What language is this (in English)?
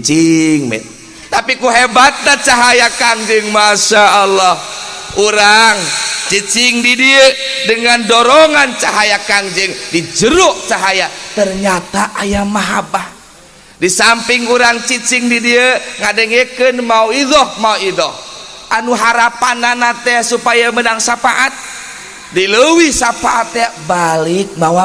Sundanese